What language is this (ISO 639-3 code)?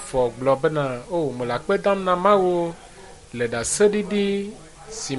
ewe